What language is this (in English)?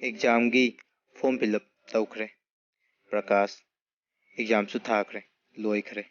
Manipuri